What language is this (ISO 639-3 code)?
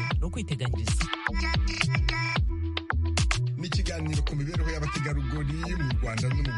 kin